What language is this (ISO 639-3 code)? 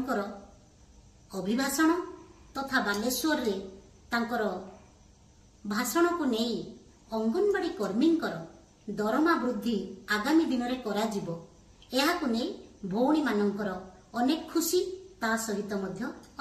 ori